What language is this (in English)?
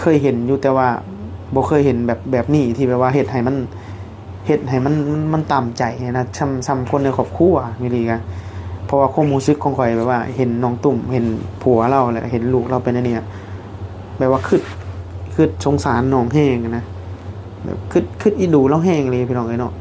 Northeastern Thai